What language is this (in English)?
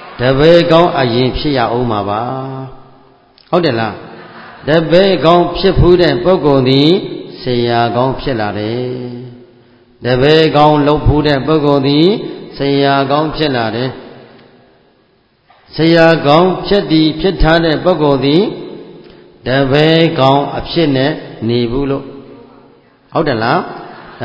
Burmese